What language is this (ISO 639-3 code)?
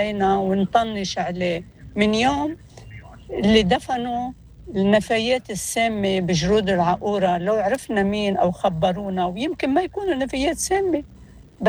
apc